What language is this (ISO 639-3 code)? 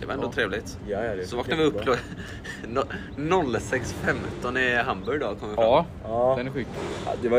swe